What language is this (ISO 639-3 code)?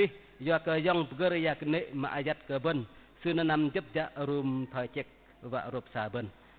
bdq